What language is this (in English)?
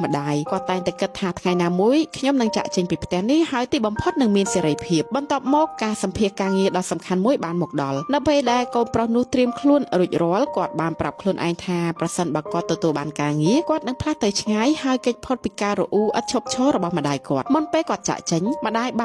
Khmer